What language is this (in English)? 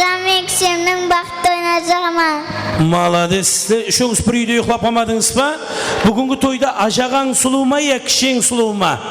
Kara-Kalpak